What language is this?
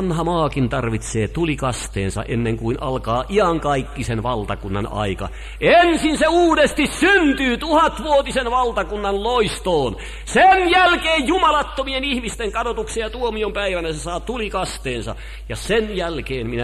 Finnish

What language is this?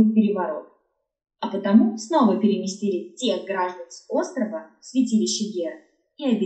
Russian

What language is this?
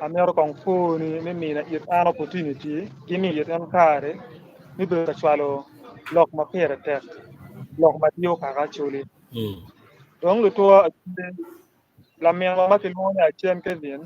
Acoli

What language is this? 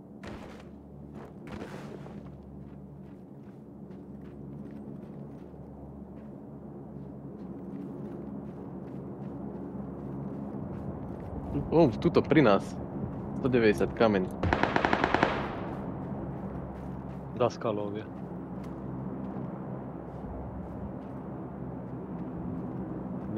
Slovak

